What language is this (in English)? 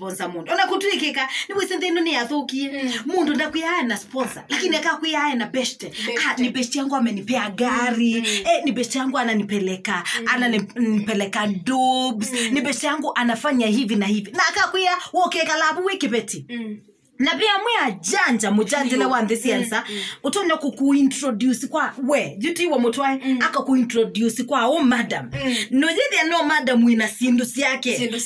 Kamba